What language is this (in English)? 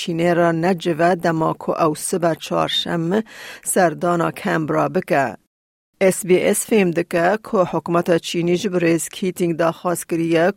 Kurdish